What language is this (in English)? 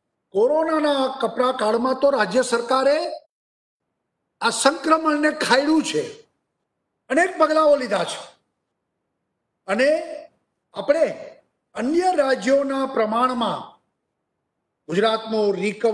Gujarati